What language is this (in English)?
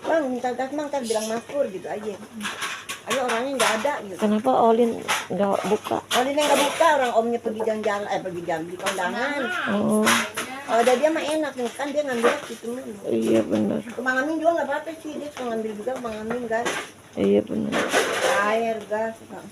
Betawi